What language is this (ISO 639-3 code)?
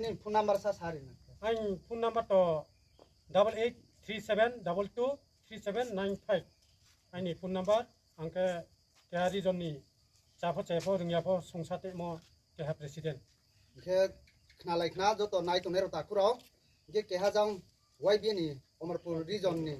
ria